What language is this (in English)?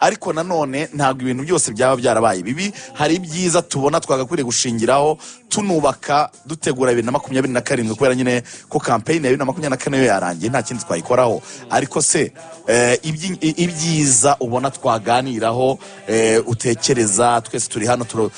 Kinyarwanda